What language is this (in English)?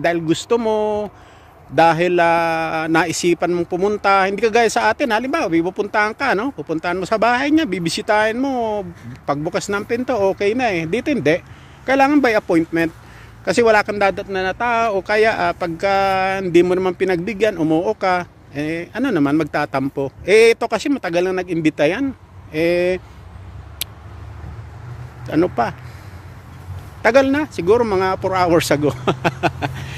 Filipino